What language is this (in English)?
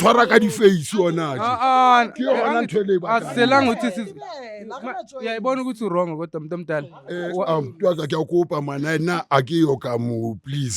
Zulu